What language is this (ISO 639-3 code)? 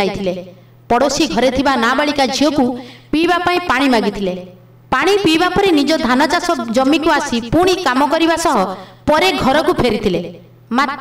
ori